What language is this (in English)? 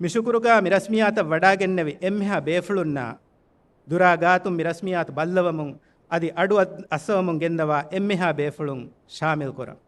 Divehi